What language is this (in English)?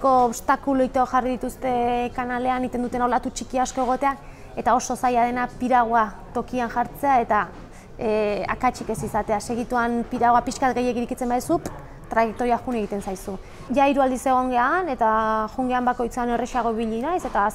Basque